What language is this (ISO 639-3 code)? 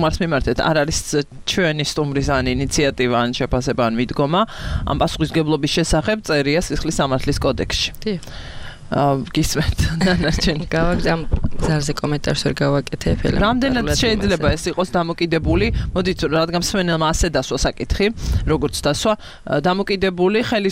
kat